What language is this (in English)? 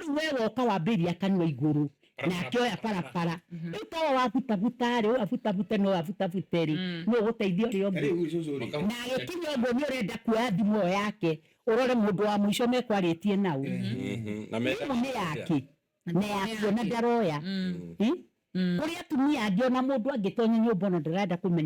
Kikuyu